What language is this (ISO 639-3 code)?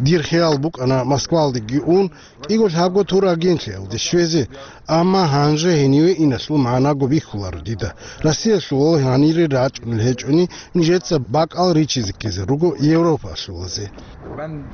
ava